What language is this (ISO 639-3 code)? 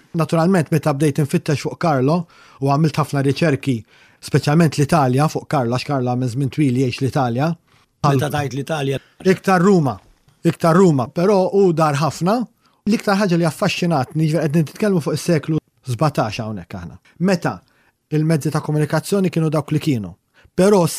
mlt